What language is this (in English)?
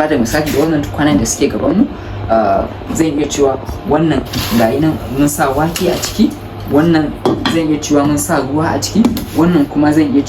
Hausa